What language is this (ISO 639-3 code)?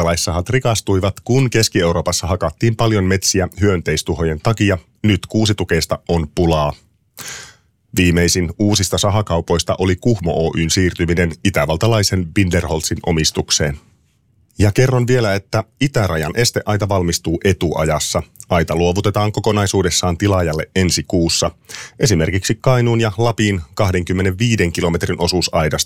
fin